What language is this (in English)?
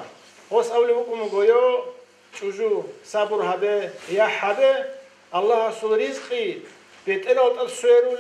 Avaric